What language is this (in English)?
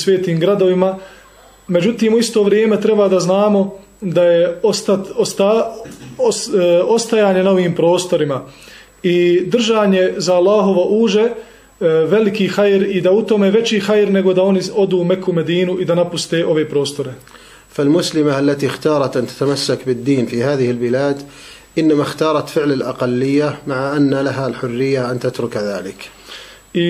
Bosnian